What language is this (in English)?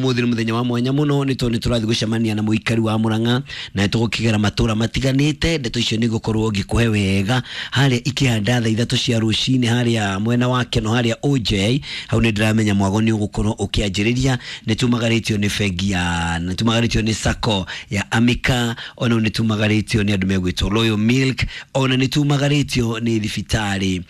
Kikuyu